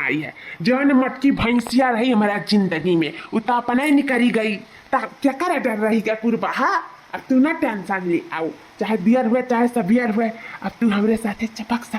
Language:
Awadhi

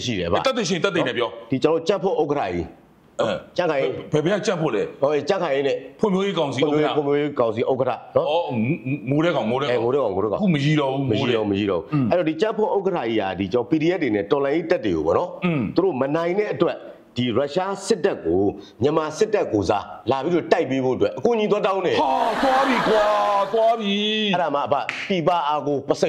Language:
Burmese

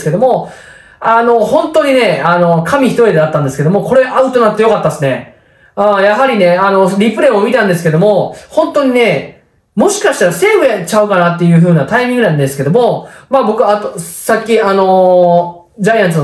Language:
Japanese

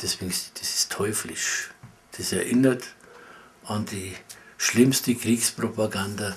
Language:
Bavarian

